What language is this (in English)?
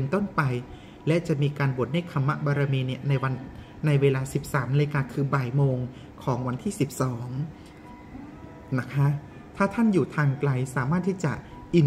Thai